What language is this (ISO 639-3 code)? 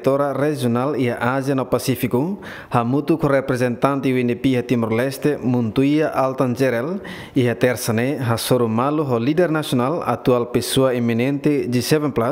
tet